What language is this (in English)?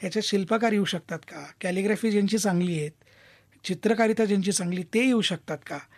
Marathi